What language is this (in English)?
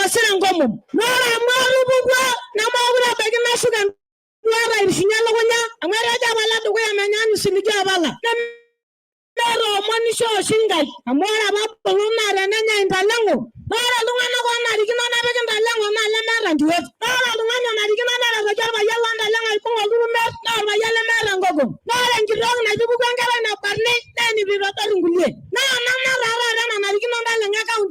Masai